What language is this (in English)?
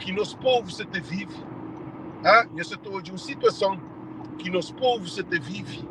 Kabuverdianu